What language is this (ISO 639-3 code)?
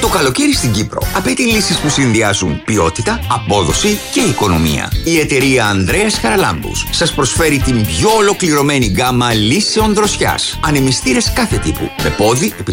ell